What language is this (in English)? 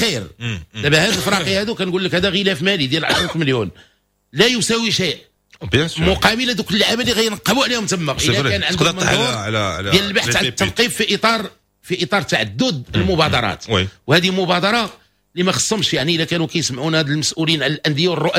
Moroccan Arabic